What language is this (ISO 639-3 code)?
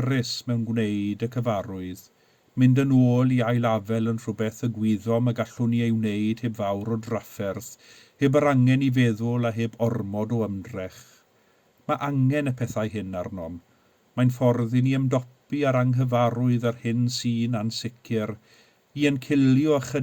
cym